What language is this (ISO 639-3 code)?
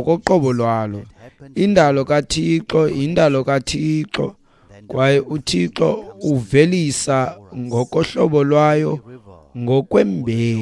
xho